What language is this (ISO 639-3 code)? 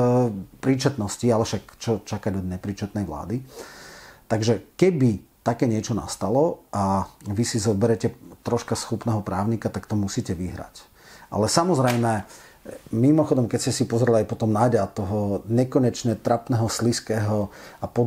slk